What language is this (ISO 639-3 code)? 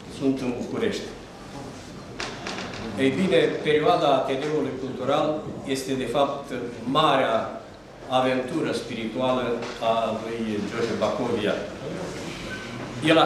ron